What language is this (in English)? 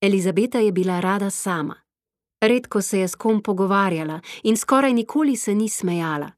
Slovenian